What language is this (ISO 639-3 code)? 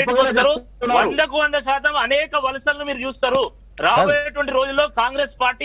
tel